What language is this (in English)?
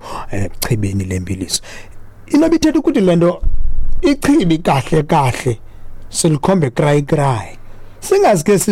Xhosa